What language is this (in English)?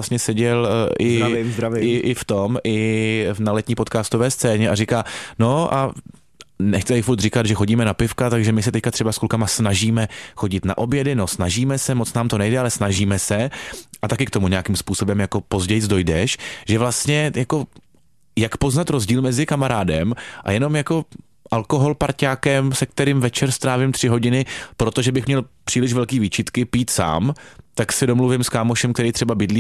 Czech